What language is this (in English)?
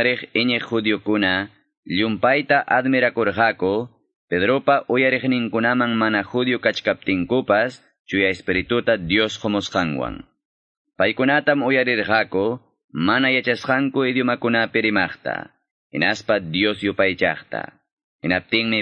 Quechua